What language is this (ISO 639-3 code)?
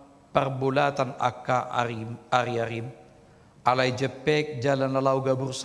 bbc